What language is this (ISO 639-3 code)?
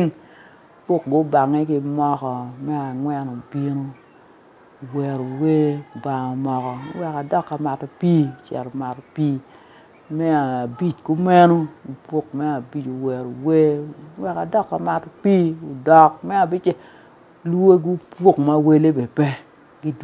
ach